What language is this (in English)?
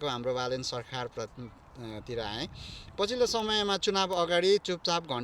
Nepali